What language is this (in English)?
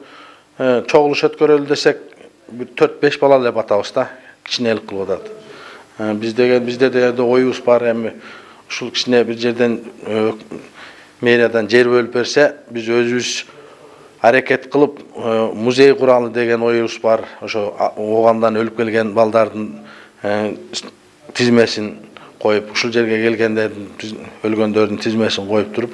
Kyrgyz